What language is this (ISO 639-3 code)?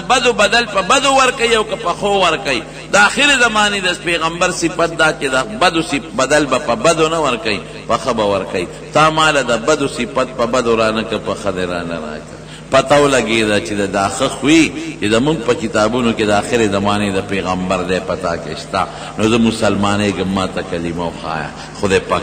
pus